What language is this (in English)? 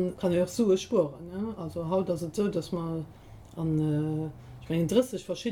Luxembourgish